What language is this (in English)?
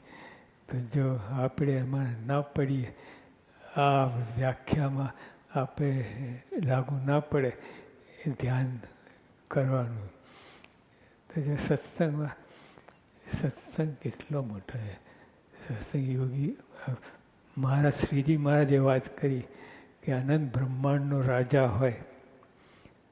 Gujarati